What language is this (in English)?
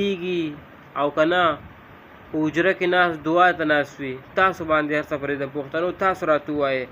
Pashto